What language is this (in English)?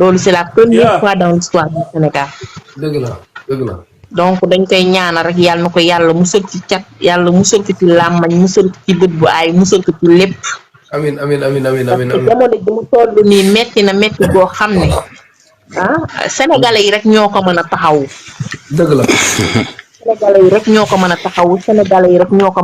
Wolof